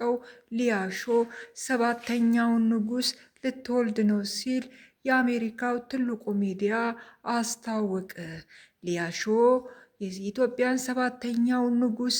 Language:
Amharic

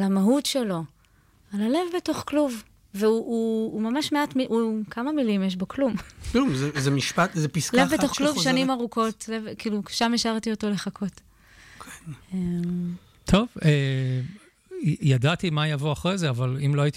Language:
Hebrew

